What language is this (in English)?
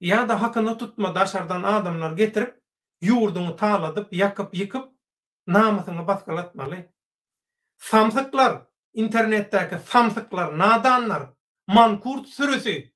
Turkmen